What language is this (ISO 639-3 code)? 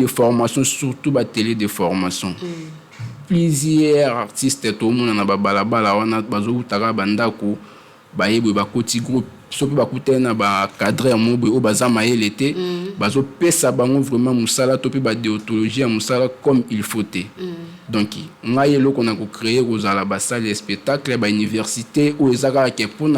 lin